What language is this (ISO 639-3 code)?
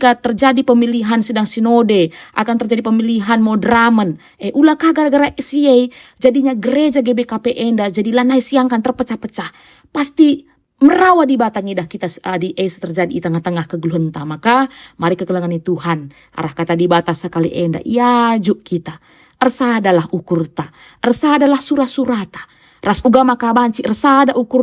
btx